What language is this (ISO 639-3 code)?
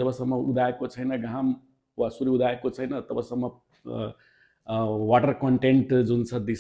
nep